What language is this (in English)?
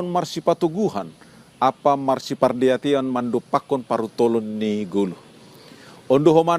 Batak Simalungun